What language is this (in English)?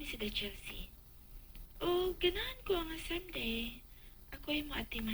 Cebuano